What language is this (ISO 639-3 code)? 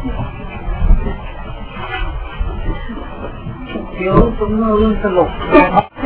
tha